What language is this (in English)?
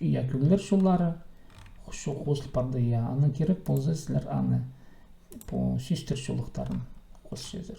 Khakas